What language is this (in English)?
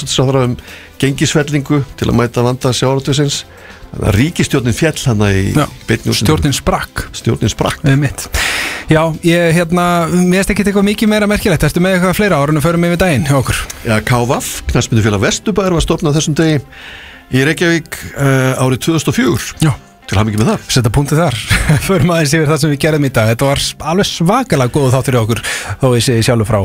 Icelandic